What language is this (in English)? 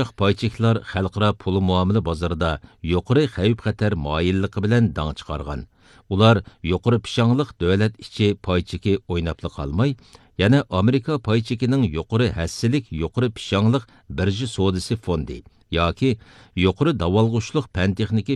Uyghur